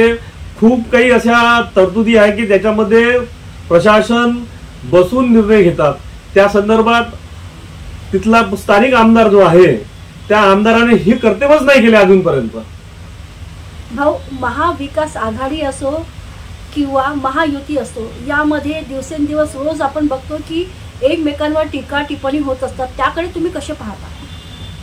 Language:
Marathi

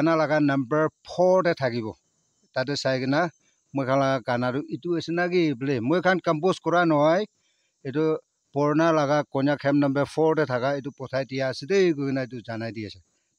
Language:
Naga Pidgin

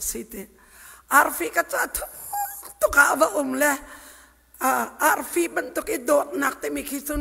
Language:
Hakha Chin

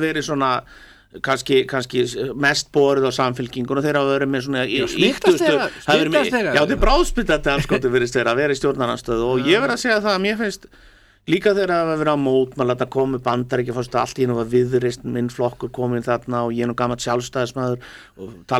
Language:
Icelandic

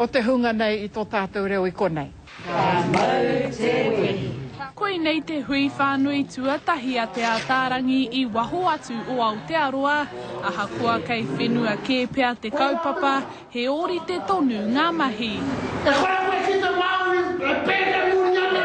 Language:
Māori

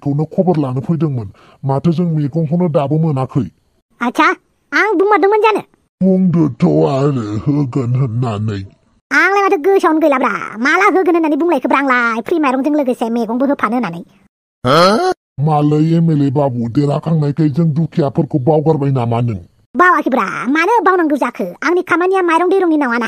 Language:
Bodo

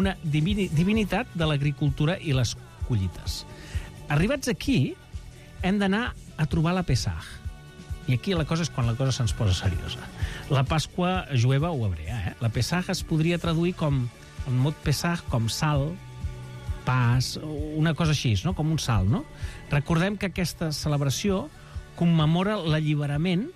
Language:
Catalan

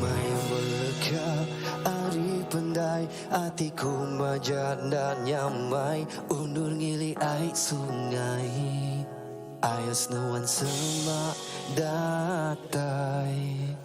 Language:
Iban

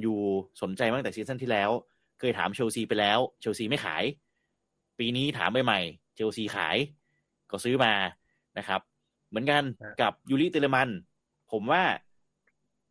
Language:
Thai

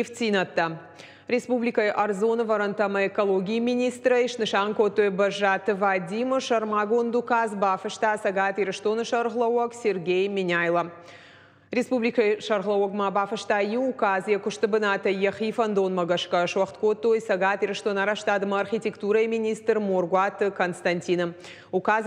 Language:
Ossetic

